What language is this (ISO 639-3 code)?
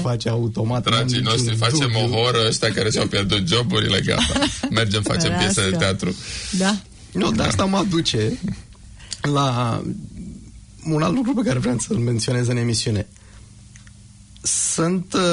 ron